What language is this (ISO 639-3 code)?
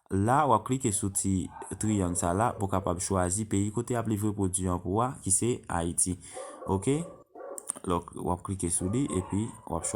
hat